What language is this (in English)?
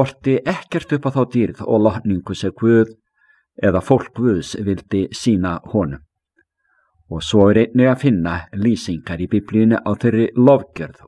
Icelandic